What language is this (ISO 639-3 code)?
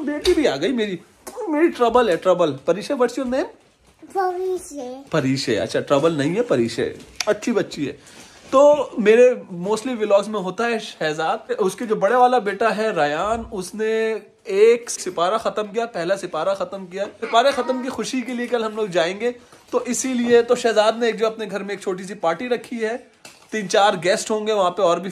hin